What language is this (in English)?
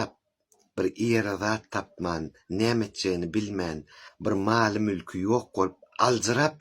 Turkmen